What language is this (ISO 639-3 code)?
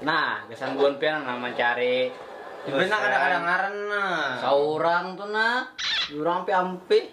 bjn